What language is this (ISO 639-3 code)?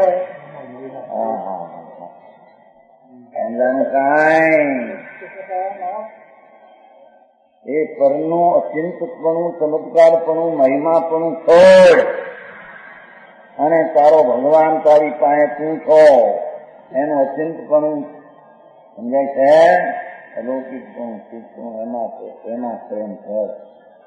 guj